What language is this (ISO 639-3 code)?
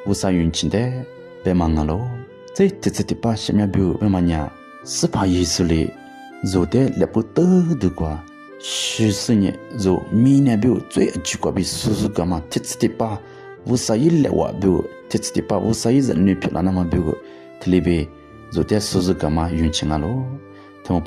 lis